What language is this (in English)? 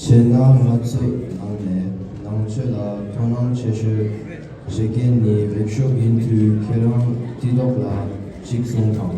Tibetan